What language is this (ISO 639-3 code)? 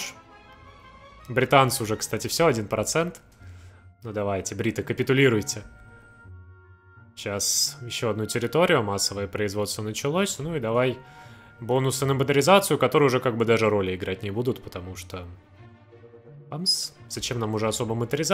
rus